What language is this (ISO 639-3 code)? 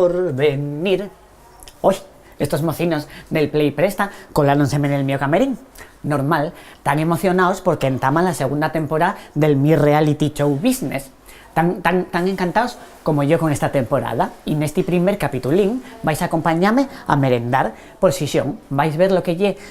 ast